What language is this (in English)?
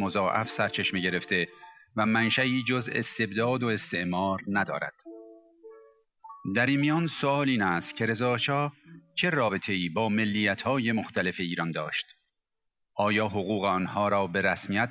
Persian